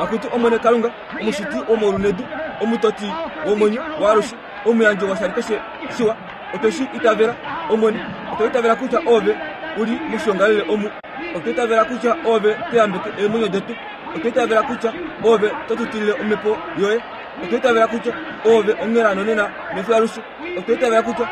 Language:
Kuanyama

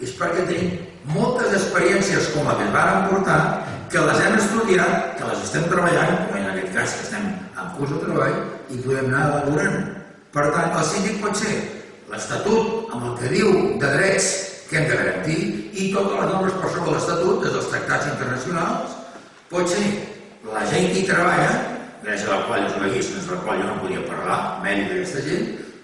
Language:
Catalan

